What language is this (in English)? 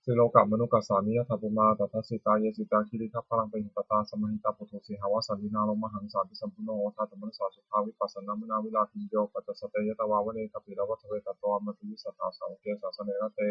Pali